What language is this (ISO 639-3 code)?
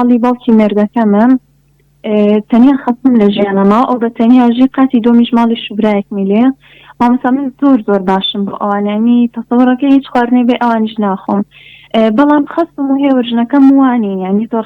ckb